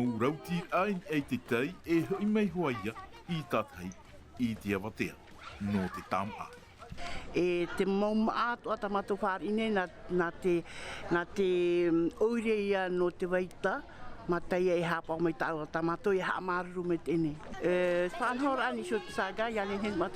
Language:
Tahitian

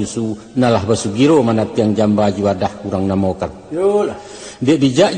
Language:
Minangkabau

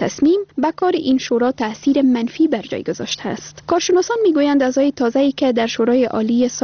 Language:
Persian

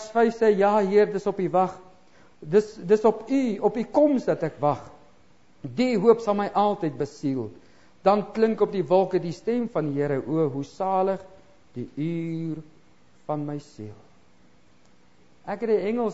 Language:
Afrikaans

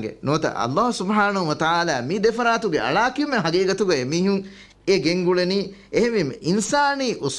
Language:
Divehi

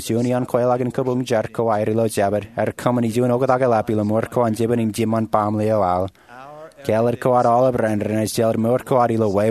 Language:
Marshallese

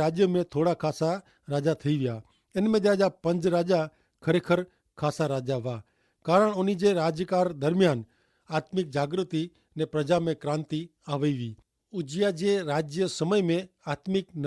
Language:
Kachhi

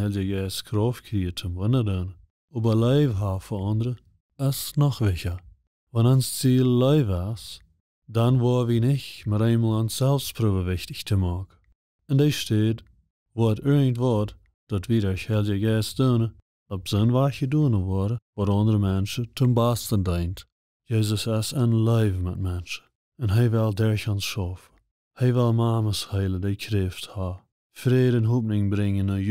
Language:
Plautdietsch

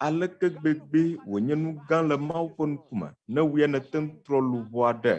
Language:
Ewe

